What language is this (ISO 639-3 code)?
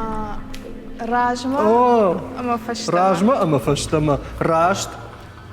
oss